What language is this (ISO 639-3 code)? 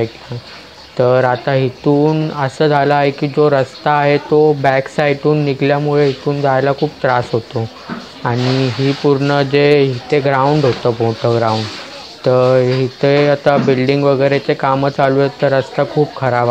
mar